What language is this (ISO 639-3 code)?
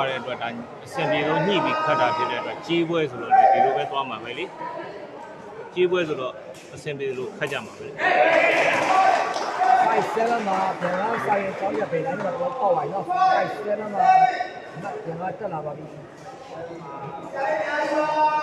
mya